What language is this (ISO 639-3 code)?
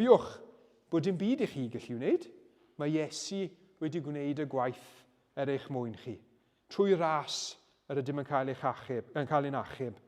cym